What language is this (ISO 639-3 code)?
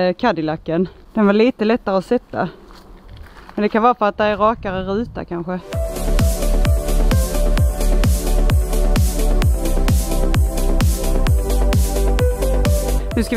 swe